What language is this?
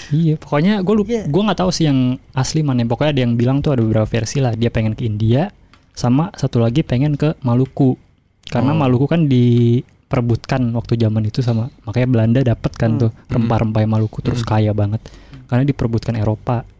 Indonesian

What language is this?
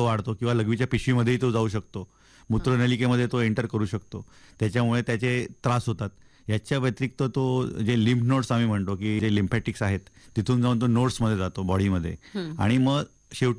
Marathi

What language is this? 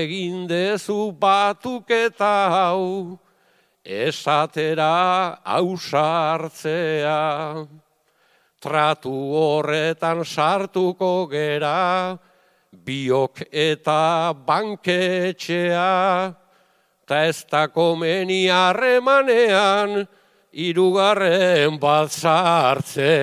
Basque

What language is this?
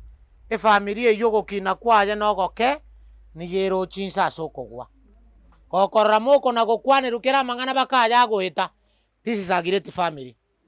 Gusii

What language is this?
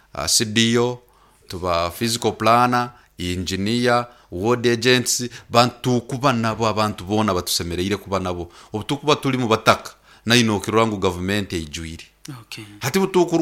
Nyoro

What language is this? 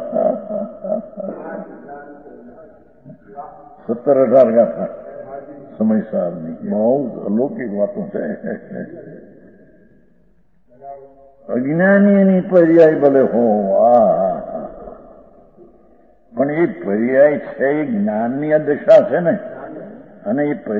Gujarati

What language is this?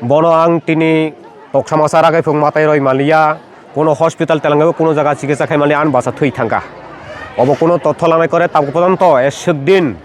Kok Borok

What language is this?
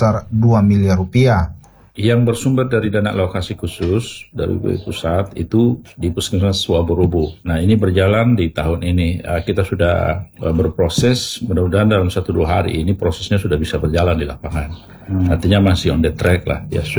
Indonesian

